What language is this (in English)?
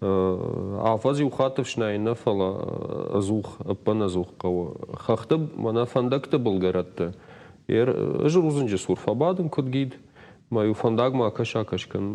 Ossetic